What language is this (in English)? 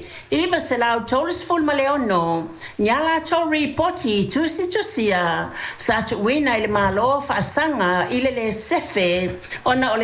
Samoan